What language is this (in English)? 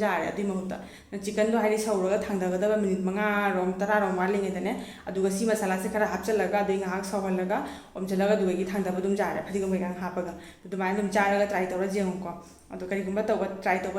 Manipuri